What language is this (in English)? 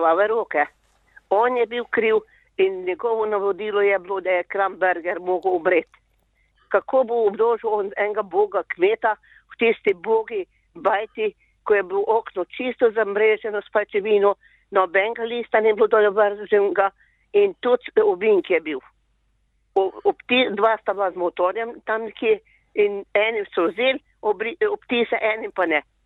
Slovenian